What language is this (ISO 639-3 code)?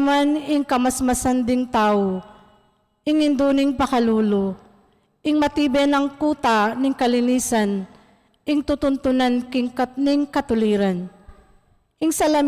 pam